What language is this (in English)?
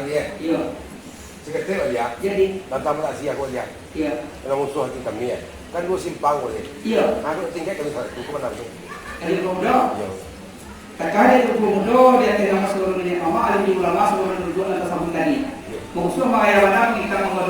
Minangkabau